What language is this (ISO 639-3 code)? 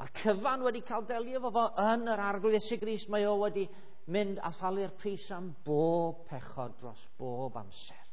cym